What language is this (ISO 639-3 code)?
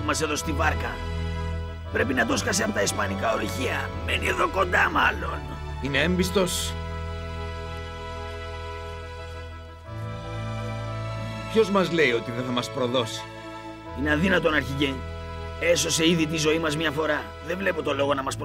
ell